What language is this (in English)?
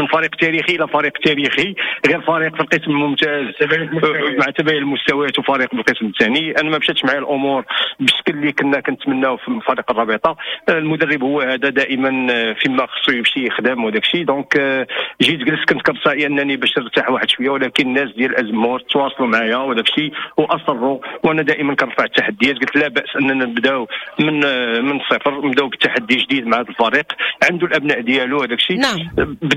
Moroccan Arabic